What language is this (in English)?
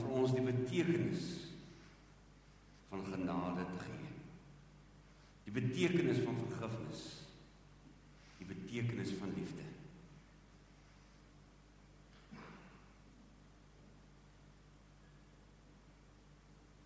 Afrikaans